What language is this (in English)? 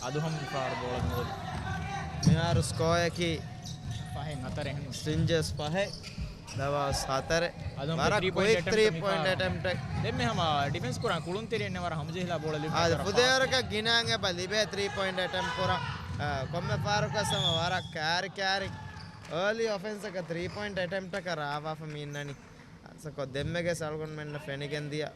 Divehi